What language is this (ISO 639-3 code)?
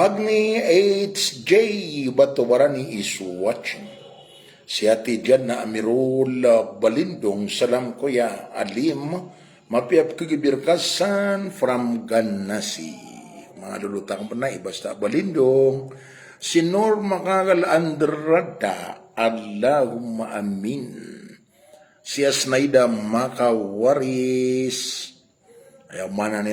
mrw